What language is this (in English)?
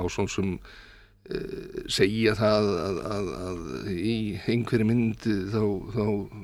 Icelandic